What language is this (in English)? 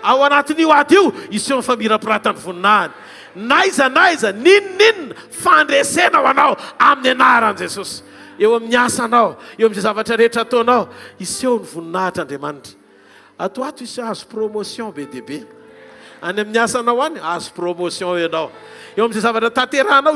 Malagasy